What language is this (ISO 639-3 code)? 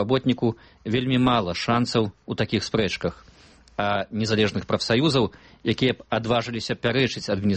bel